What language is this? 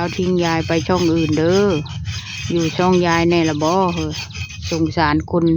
Northeastern Thai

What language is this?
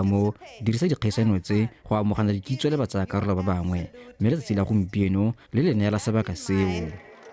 Tswana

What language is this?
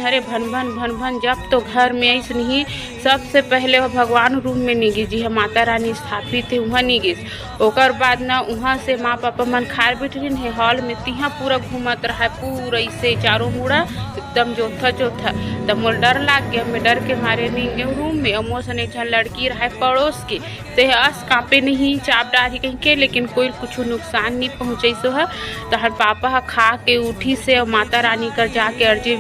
Chhattisgarhi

